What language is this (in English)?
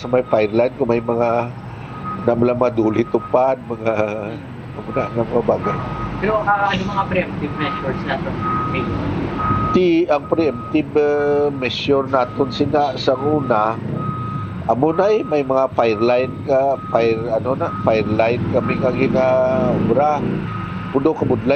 Hiligaynon